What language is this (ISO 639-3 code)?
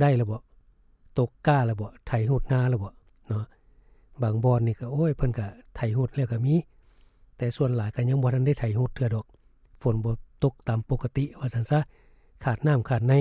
lao